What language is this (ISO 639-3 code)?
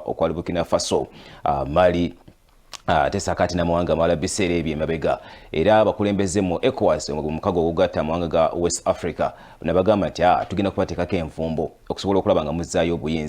lug